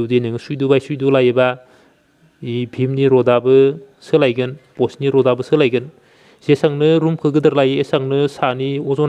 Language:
Bodo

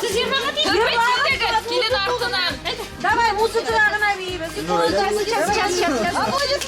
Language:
Bashkir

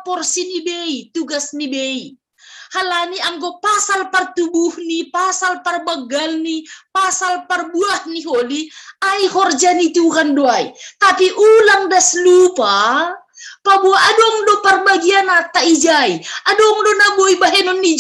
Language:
Batak Simalungun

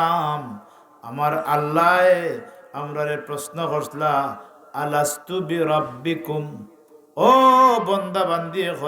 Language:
Sylheti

